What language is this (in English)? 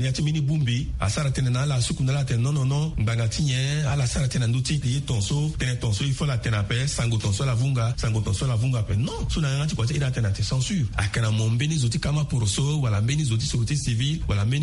Sango